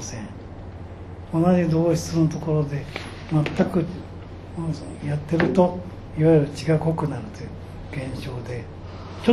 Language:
Japanese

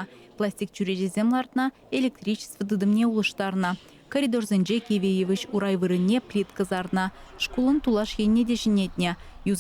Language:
Chuvash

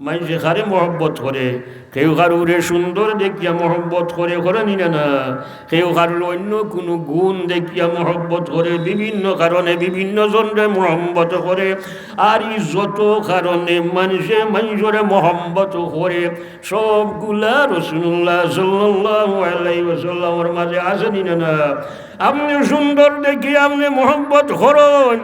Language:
Sylheti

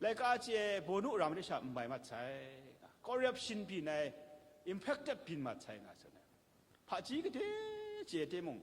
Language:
Kachin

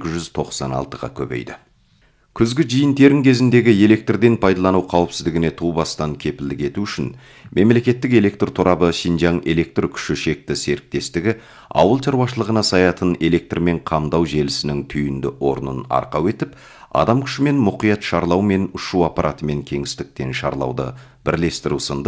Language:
Kazakh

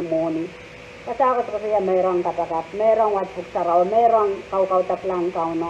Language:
Pohnpeian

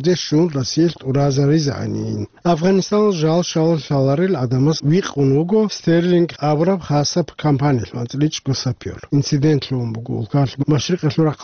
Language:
Avaric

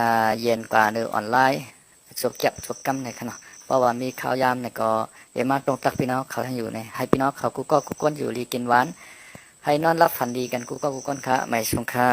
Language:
Shan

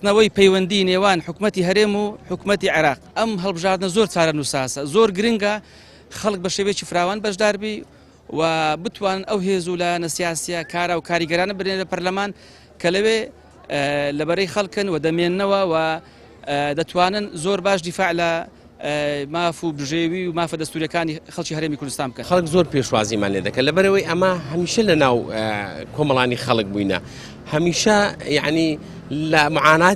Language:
Central Kurdish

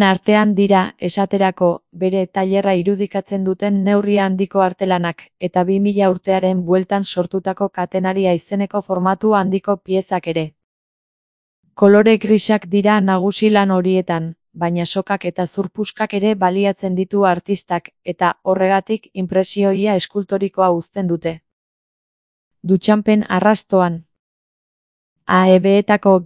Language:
Basque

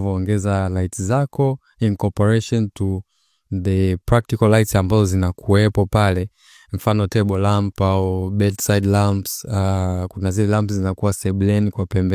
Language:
Swahili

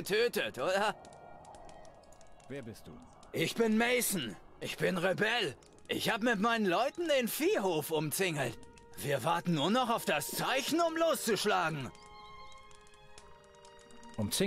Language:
German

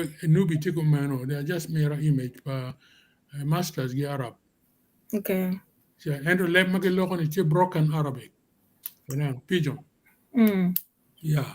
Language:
Acoli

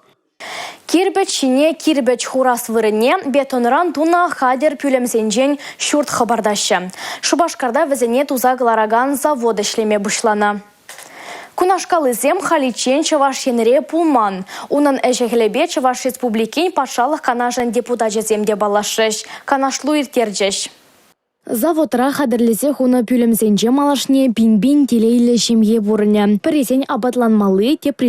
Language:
Chuvash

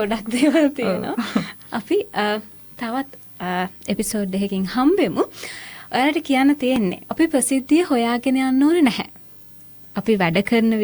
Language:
Sinhala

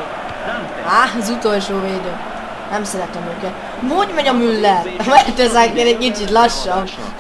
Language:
Hungarian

